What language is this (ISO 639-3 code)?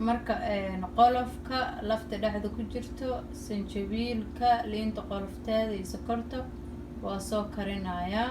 som